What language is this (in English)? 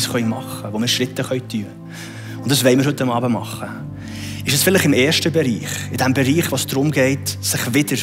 Swiss German